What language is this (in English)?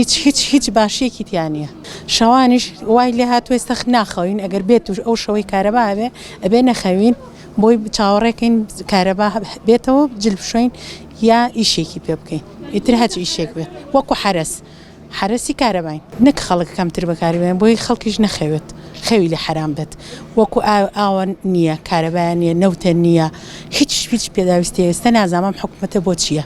Central Kurdish